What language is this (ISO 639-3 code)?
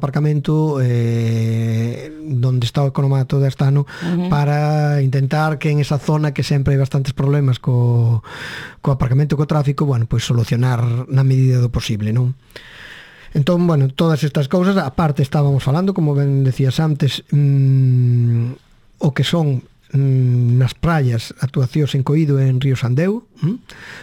glg